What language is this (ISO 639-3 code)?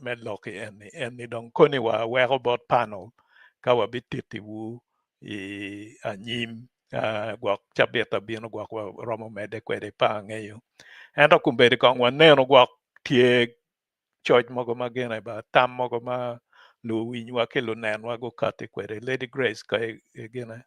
ach